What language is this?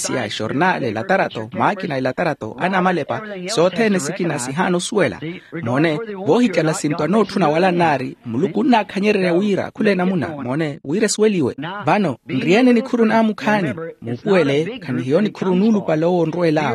Makhuwa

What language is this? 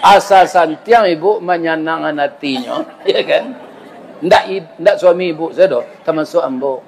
Minangkabau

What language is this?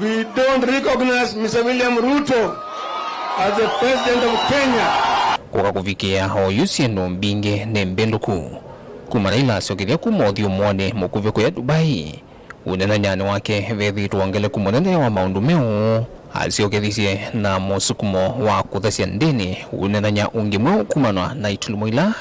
Kamba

